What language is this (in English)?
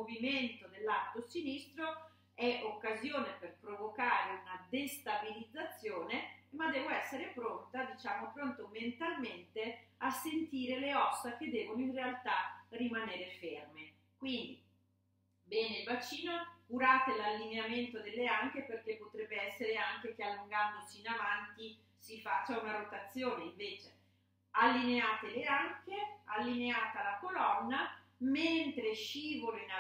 Italian